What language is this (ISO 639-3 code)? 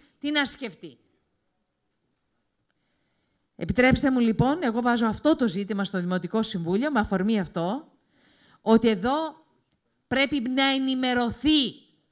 ell